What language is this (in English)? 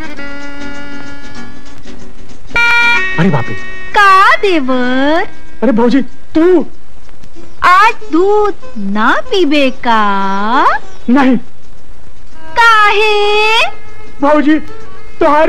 Bhojpuri